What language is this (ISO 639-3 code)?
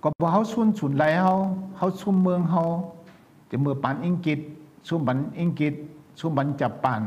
shn